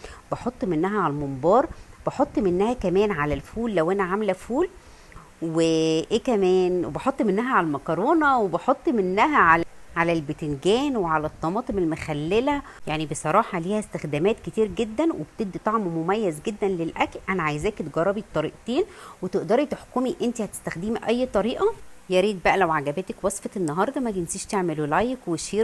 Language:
Egyptian Arabic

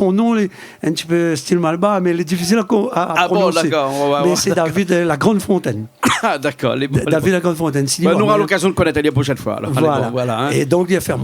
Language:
Réunion Creole French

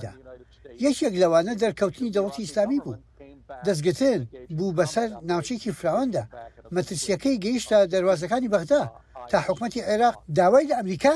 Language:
Central Kurdish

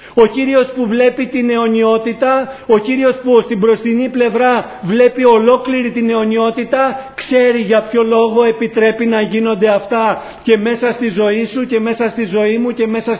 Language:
Greek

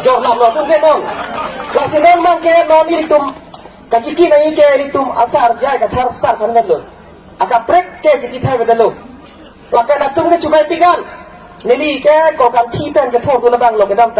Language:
Karbi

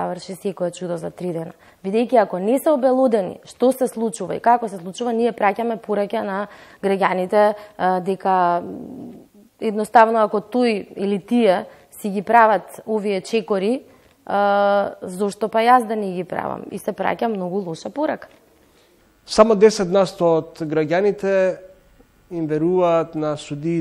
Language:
Macedonian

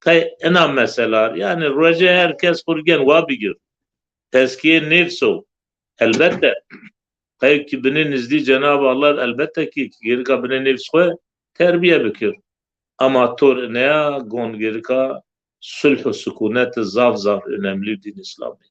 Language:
Zaza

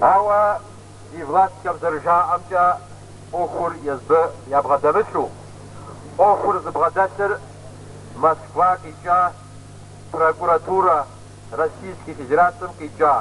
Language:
Kabardian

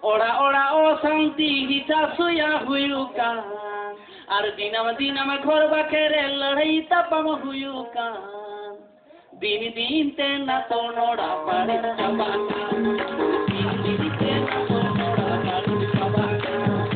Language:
Santali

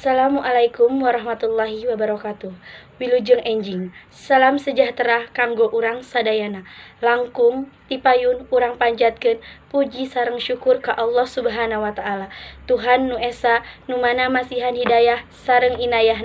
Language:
Sundanese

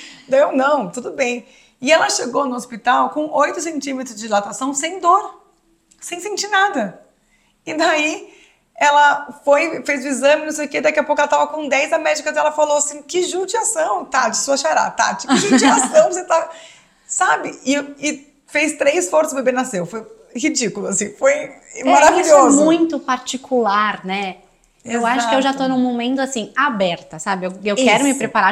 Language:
Portuguese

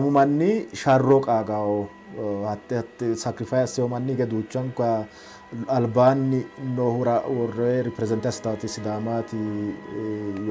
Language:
Sidamo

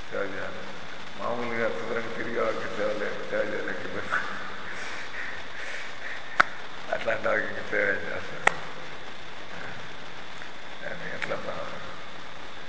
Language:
Telugu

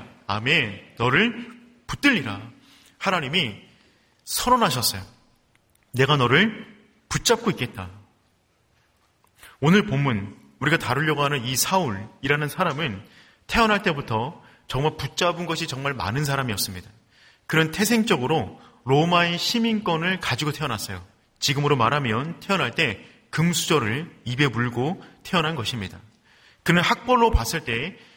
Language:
Korean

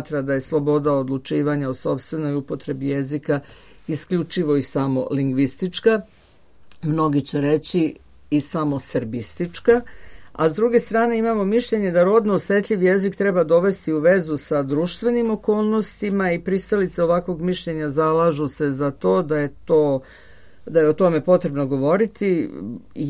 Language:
Serbian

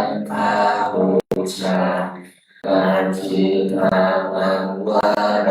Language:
Pali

